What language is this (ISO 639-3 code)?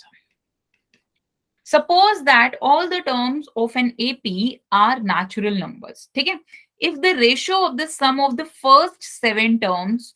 hin